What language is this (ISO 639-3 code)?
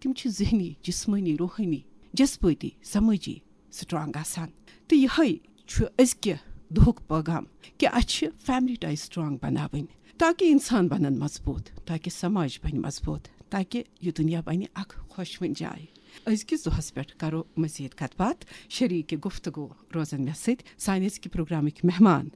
kas